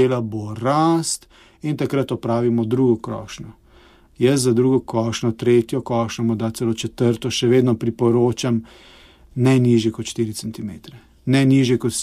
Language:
Slovenian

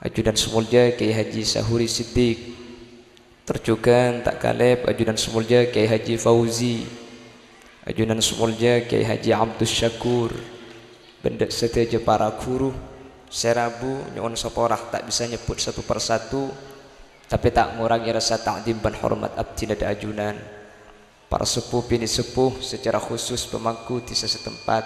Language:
Madurese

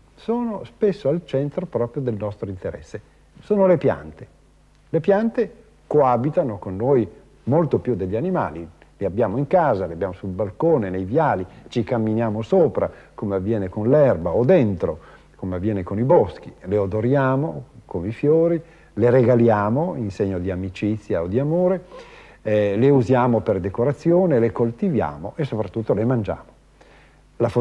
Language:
Italian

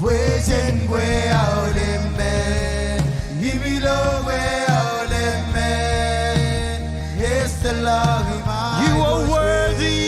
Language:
Marshallese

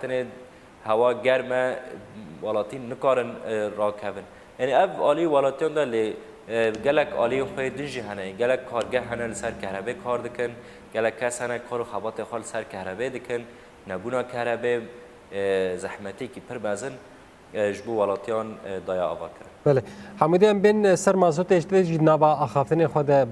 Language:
Kurdish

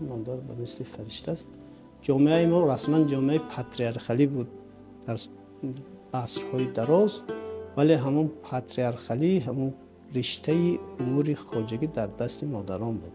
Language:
Tajik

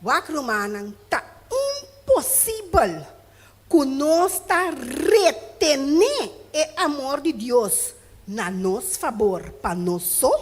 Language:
Papiamento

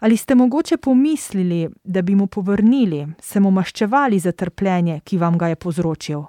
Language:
Slovenian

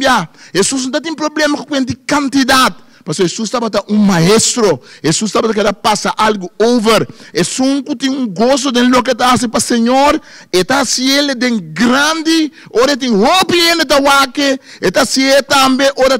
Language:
Papiamento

